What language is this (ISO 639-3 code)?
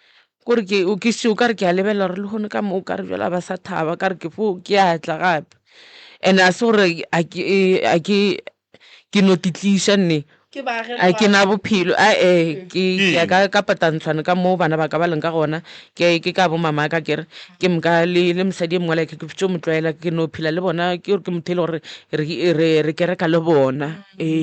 nso